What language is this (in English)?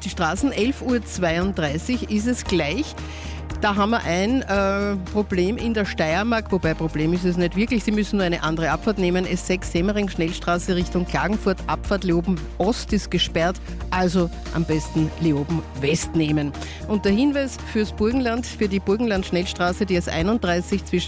German